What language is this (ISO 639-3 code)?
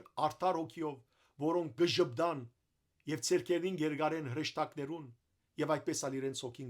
hyw